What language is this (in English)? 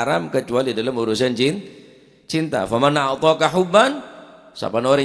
Madurese